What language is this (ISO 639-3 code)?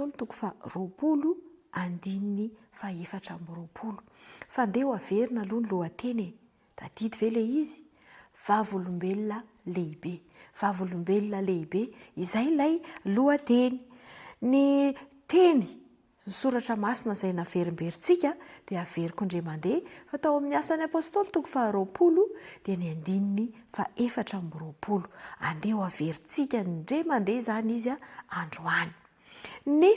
mlg